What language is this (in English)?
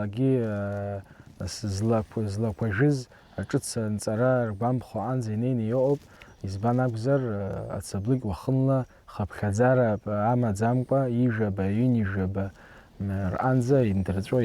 Abkhazian